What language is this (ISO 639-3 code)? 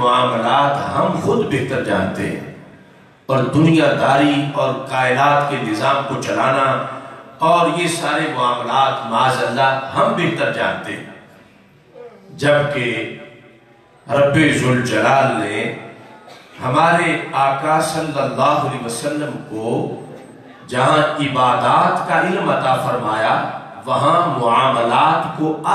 urd